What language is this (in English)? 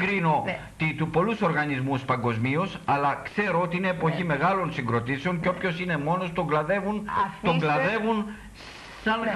Greek